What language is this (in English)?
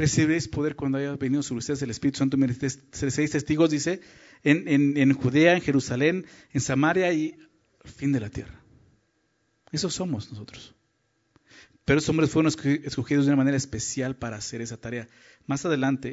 Spanish